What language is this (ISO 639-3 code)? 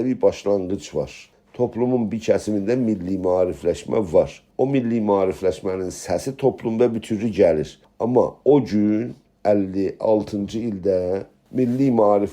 azb